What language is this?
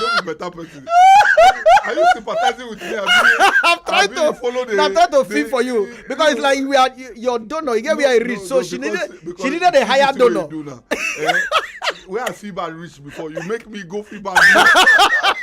Nigerian Pidgin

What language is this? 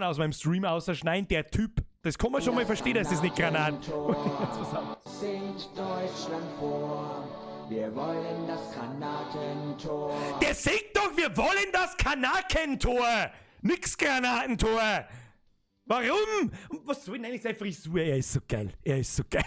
Bavarian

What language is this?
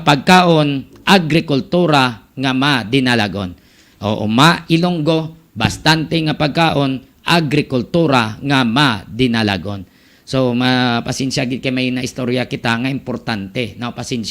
Hiligaynon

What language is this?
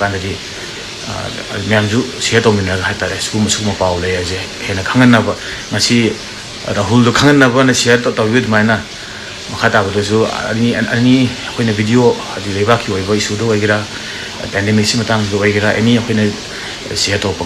Manipuri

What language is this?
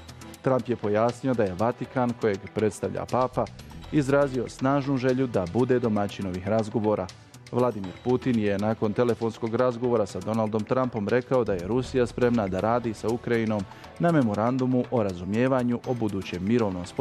Bosnian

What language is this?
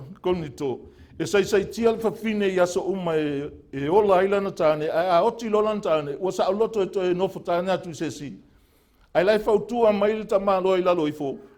Samoan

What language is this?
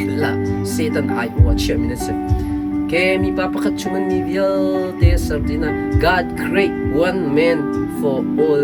Hakha Chin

